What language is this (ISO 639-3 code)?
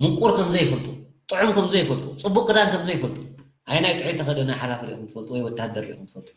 tir